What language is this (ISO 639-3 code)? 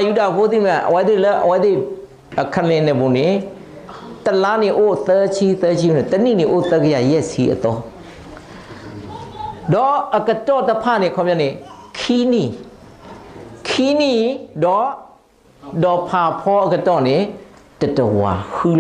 ksw